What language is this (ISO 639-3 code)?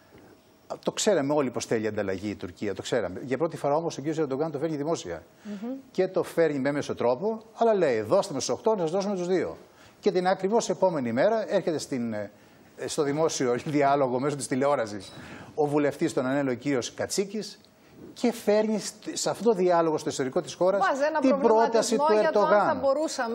ell